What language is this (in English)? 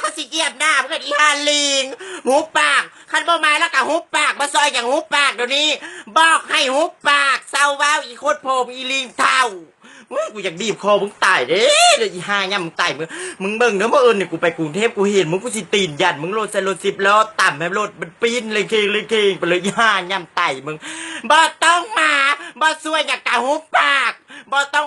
Northeastern Thai